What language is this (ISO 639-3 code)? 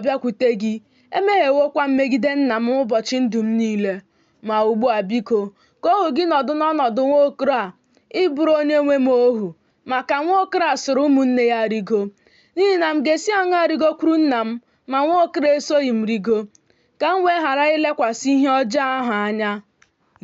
ibo